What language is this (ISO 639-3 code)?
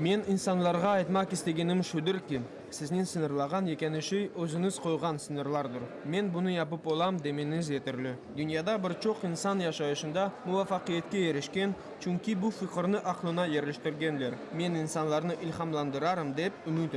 crh